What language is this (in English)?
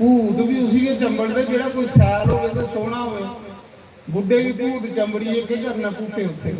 Dogri